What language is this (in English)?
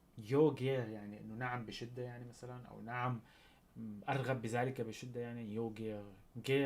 North Levantine Arabic